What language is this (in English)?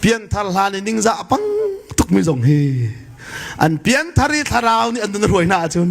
Hakha Chin